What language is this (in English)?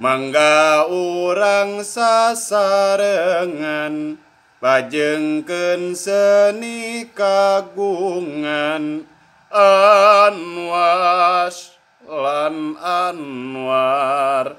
Sundanese